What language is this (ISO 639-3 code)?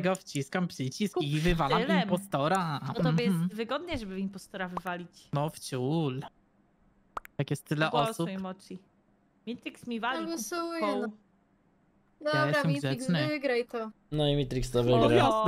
pol